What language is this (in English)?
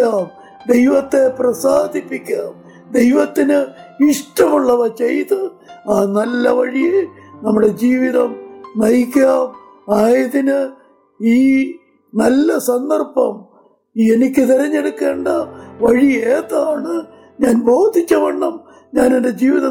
Malayalam